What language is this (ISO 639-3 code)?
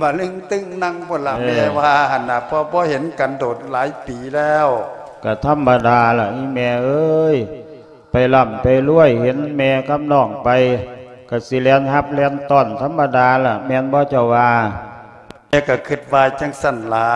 lao